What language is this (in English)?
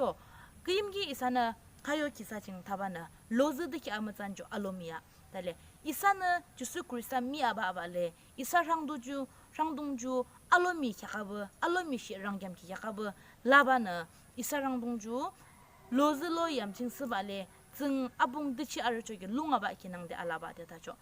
Yimchungru Naga